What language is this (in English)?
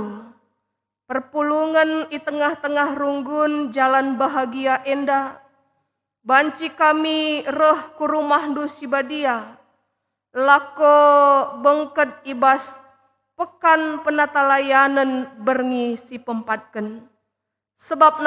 Batak Karo